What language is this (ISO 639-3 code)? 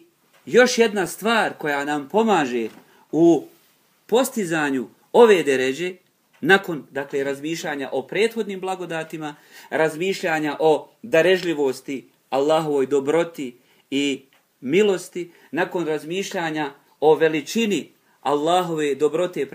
bos